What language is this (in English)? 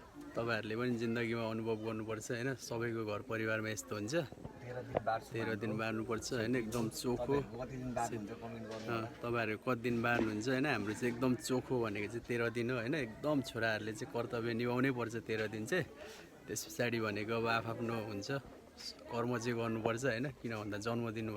Nepali